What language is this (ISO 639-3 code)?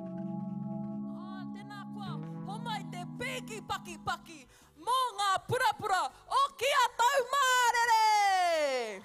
mri